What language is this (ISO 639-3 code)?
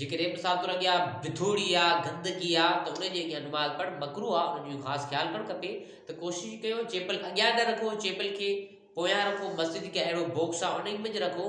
snd